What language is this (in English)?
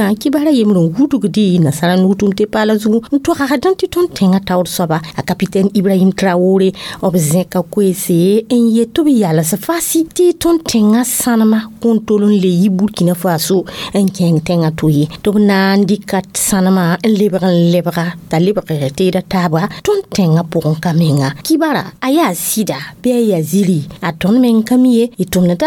Mossi